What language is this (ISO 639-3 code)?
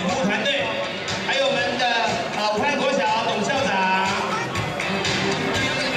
zho